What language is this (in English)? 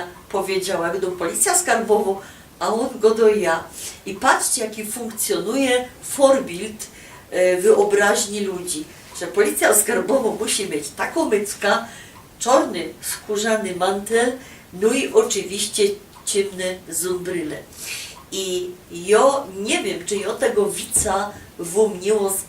Silesian